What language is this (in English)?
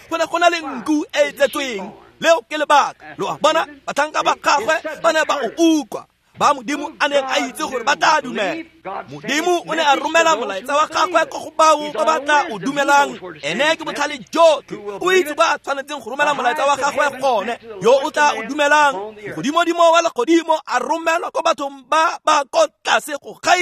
Tswana